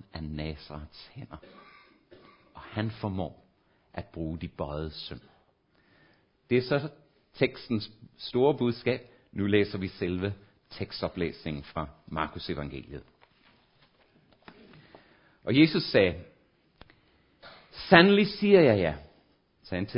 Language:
Danish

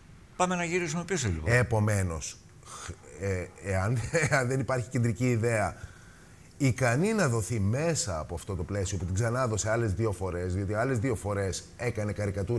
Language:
Greek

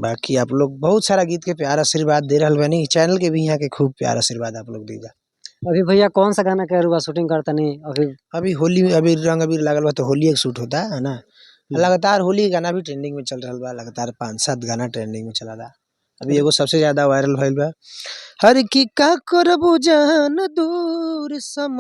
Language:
Bhojpuri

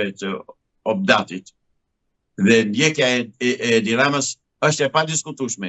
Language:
Albanian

